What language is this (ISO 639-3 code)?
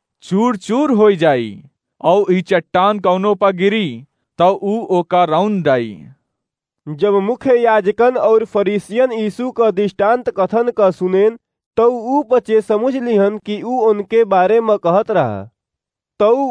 awa